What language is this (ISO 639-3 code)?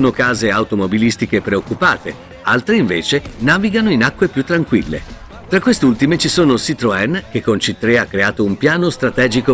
ita